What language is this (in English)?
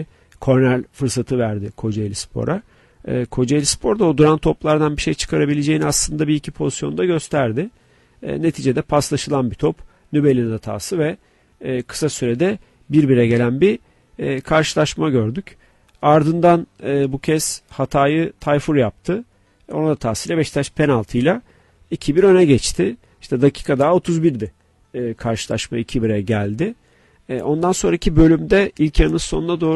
Turkish